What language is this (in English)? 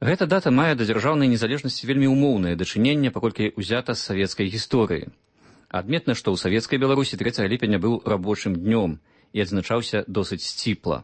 Belarusian